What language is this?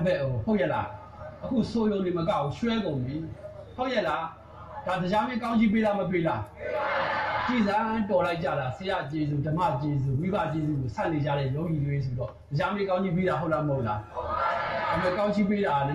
Burmese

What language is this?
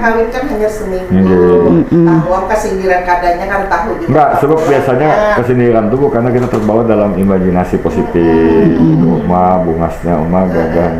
Banjar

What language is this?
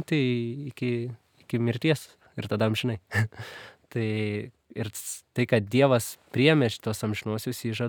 Lithuanian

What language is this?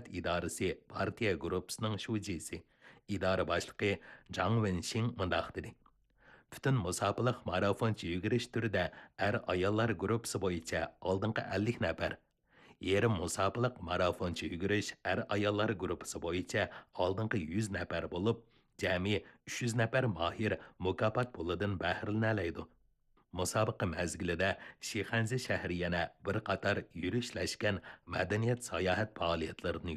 Uyghur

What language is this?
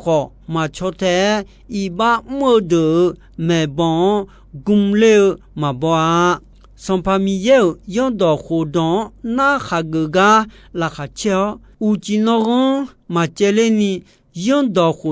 Akha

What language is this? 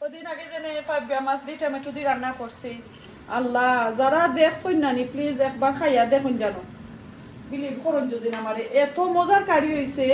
Sylheti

